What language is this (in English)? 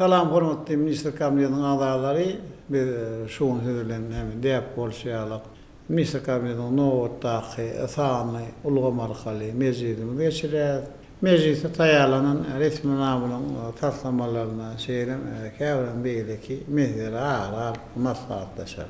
Turkmen